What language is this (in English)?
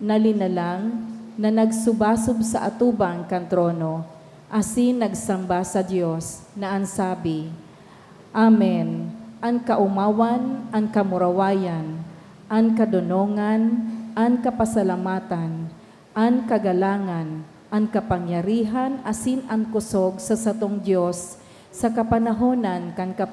Bikol